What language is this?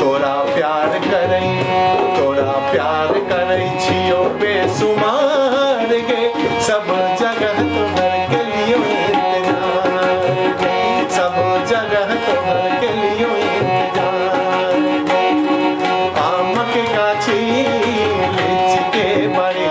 Maithili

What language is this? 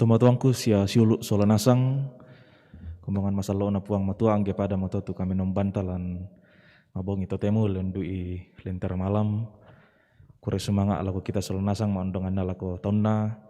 Toraja-Sa'dan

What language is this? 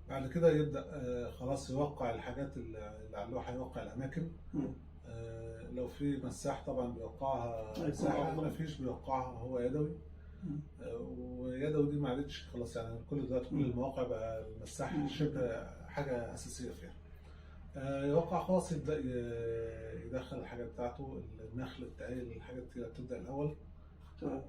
Egyptian Arabic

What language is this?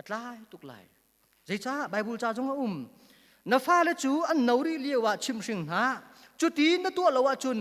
Hakha Chin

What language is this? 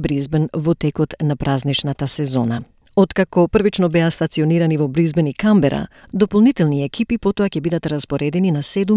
Macedonian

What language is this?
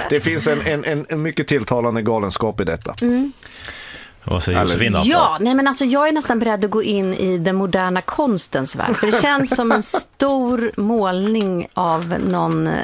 Swedish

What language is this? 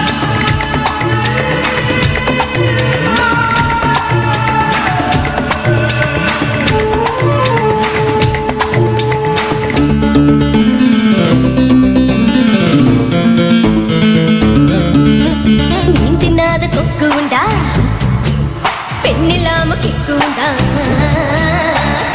Tamil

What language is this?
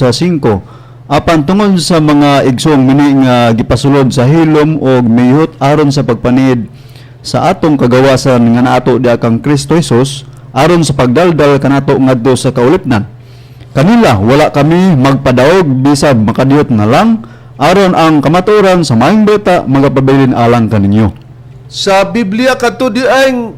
Cebuano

